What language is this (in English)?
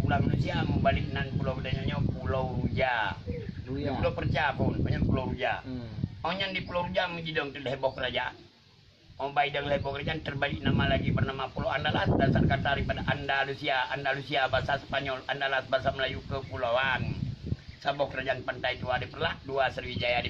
Achinese